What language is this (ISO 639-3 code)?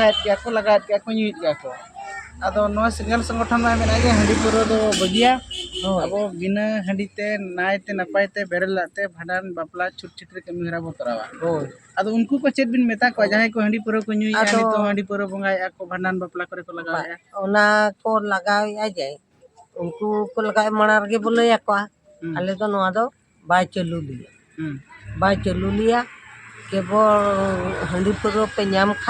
sat